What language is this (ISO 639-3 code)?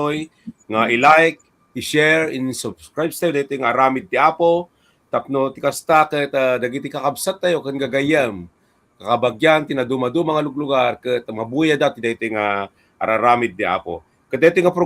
ilo